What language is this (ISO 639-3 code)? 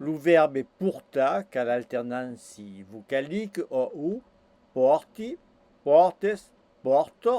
oci